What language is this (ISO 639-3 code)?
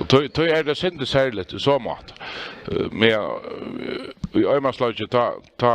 fao